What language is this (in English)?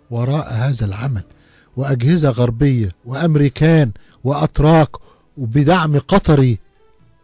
Egyptian Arabic